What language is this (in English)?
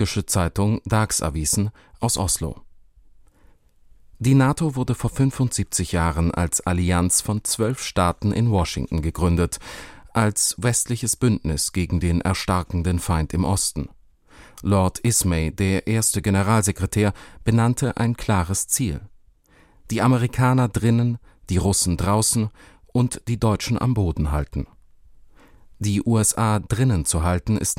German